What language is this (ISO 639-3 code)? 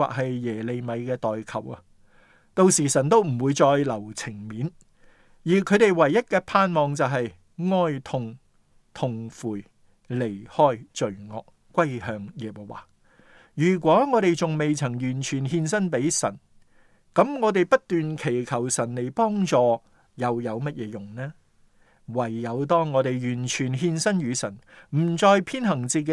yue